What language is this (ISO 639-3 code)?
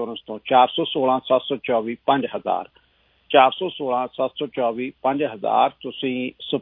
pan